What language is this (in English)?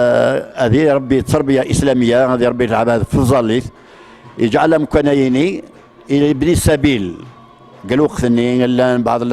Kabyle